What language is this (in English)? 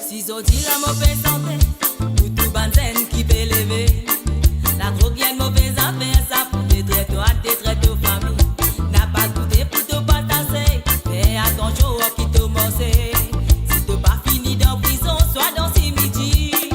Morisyen